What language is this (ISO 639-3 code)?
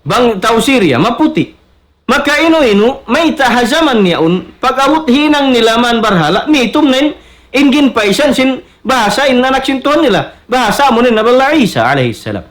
tsg